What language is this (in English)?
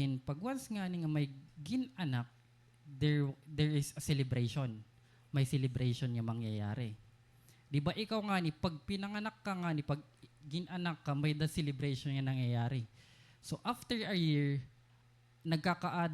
Waray